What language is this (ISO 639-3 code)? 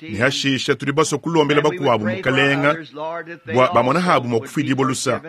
lua